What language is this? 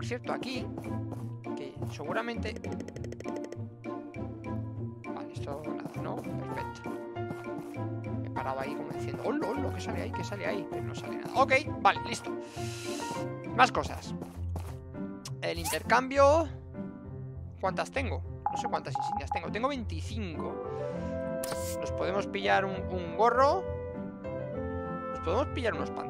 Spanish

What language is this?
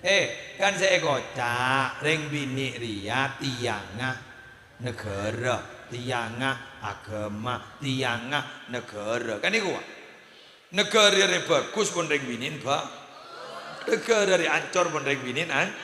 Madurese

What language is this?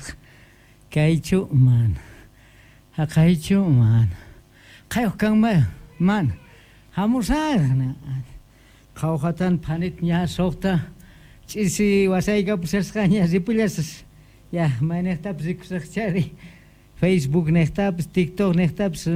South Bolivian Quechua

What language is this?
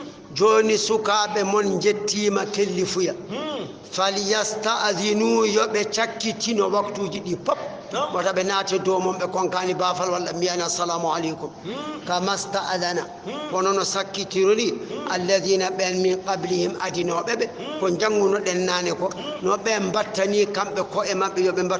Fula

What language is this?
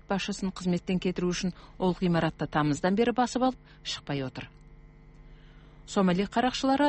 Kazakh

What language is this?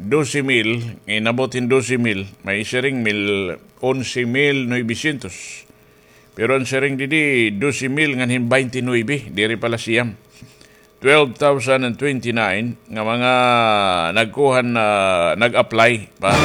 Waray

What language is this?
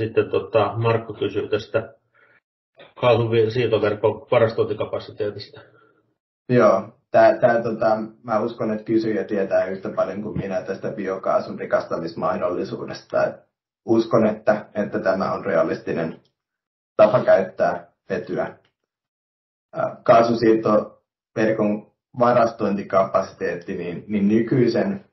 Finnish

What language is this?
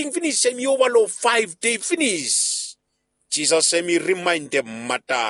Bislama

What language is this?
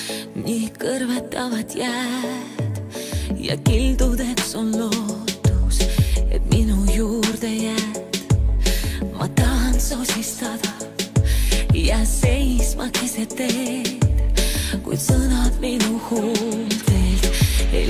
Estonian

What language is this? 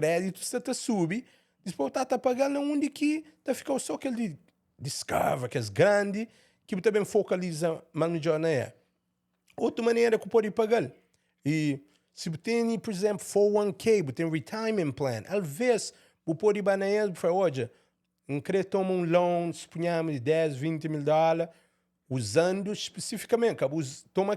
Kabuverdianu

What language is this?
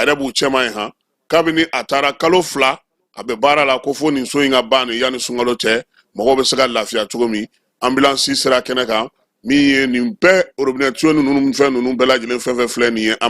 Bambara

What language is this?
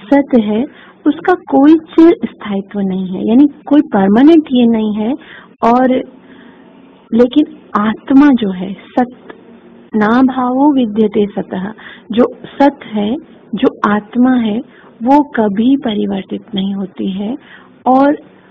Hindi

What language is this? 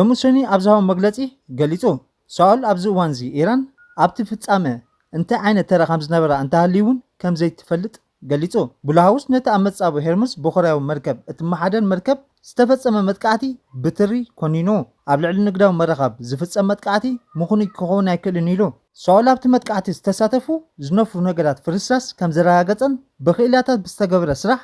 Tigrinya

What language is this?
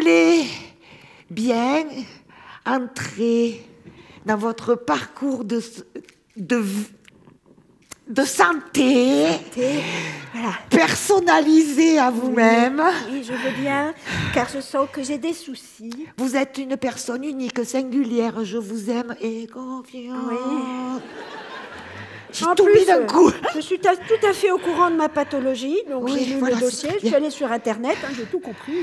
French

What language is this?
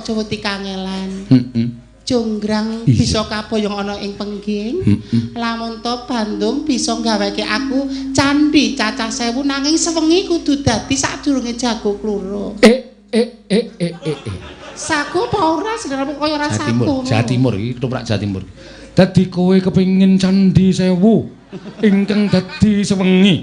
Javanese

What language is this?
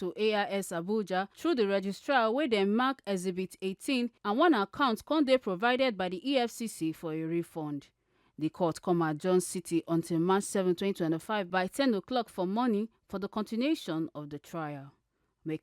Nigerian Pidgin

